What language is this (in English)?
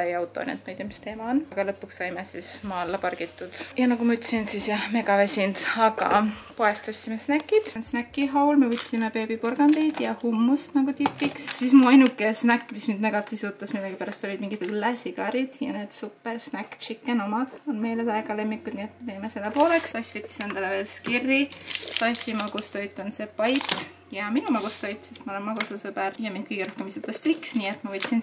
Estonian